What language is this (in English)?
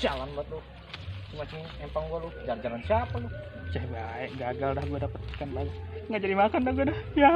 Betawi